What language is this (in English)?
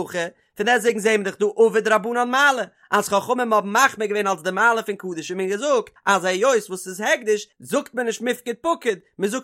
Yiddish